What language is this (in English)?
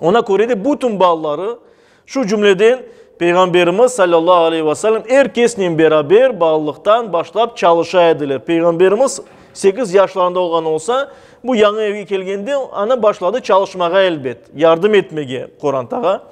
Crimean Tatar